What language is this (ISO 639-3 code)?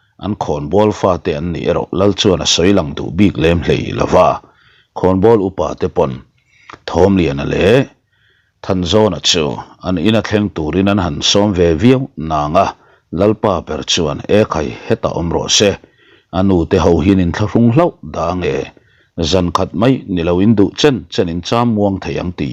lus